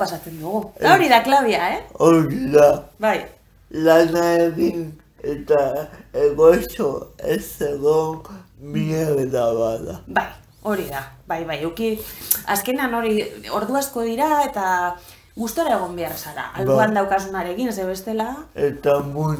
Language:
Basque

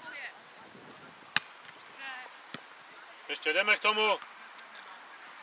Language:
Czech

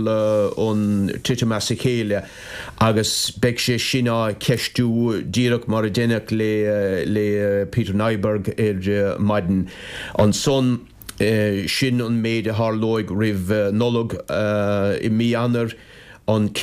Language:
Irish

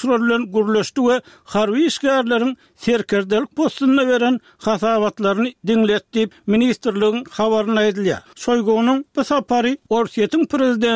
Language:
Turkmen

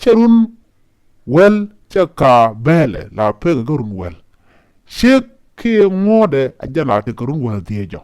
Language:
Nuer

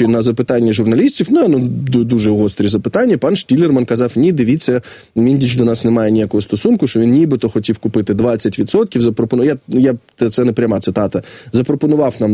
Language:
Ukrainian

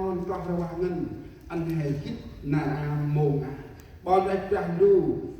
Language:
Central Mnong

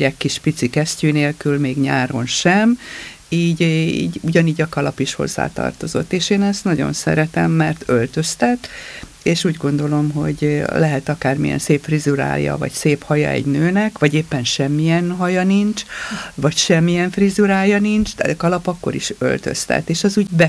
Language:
Hungarian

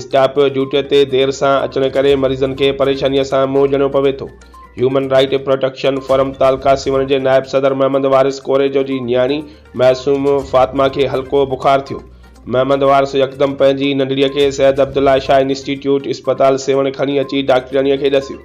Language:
Sindhi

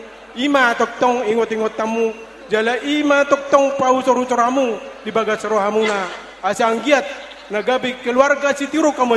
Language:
Batak Toba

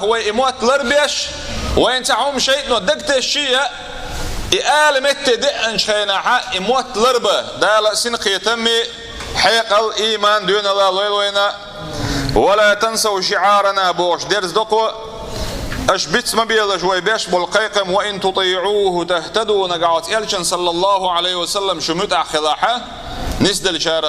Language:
Chechen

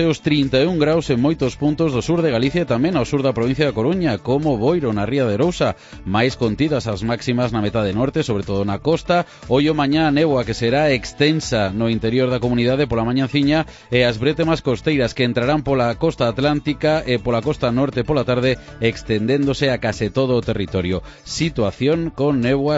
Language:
Galician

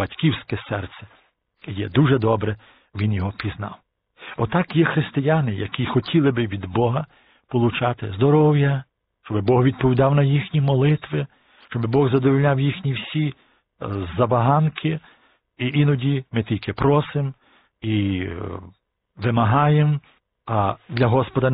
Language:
Ukrainian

